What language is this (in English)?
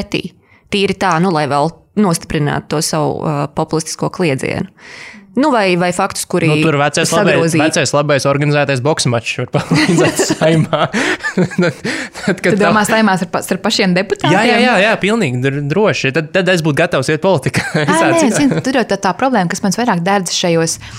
Latvian